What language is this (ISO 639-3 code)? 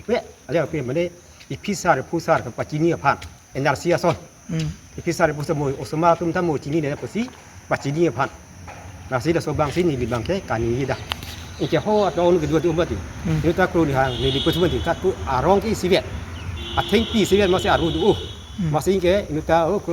mjw